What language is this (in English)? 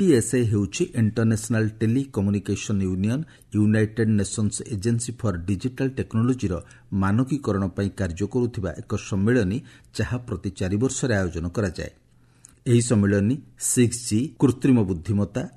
Odia